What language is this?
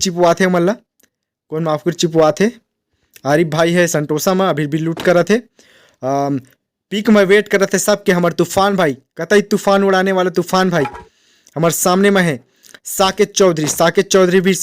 Chhattisgarhi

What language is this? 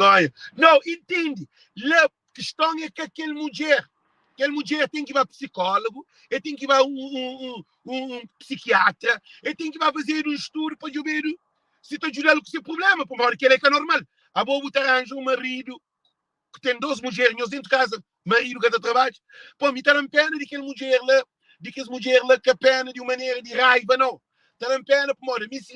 Kabuverdianu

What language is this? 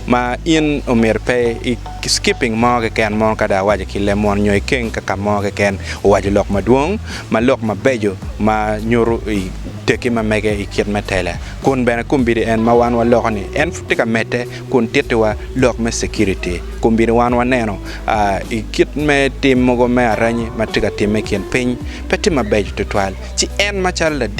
Acoli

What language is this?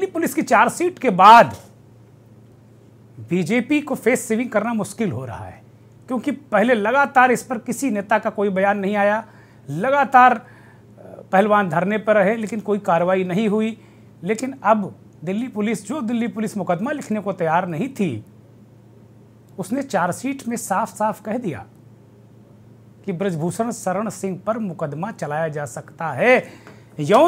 Hindi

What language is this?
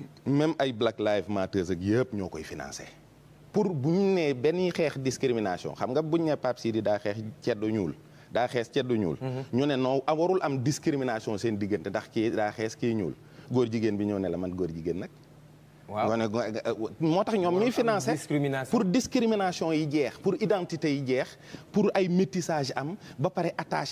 Wolof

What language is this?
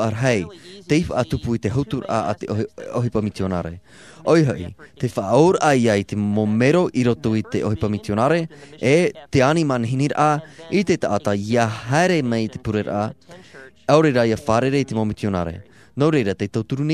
Tahitian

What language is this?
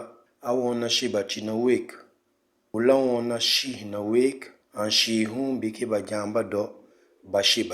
Mankanya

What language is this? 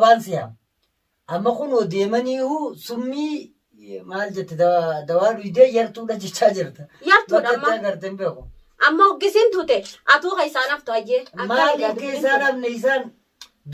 Oromo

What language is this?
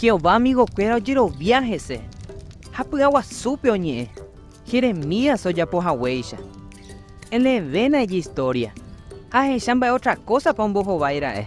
Guarani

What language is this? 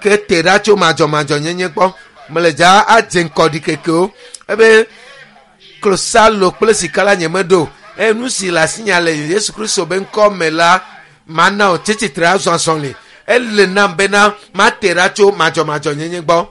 Ewe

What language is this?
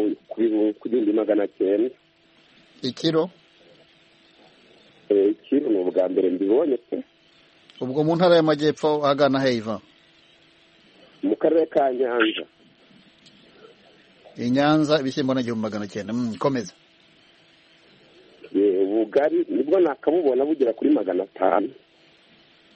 Kinyarwanda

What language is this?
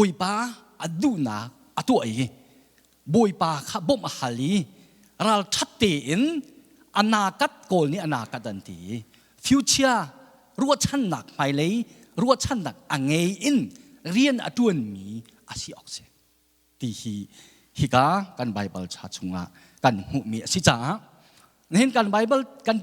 Hakha Chin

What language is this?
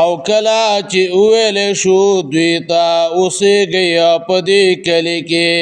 Pashto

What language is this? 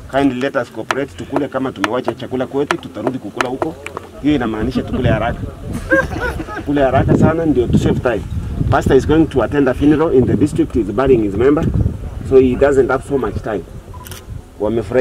Swahili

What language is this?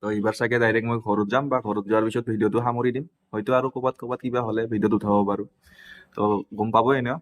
Assamese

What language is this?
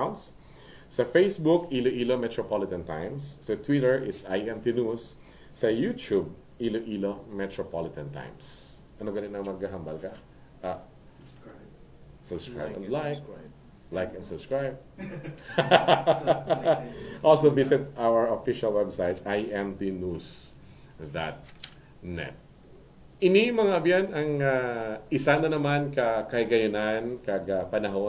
Hiligaynon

